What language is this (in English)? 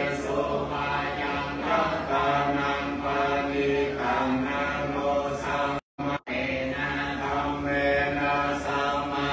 Pali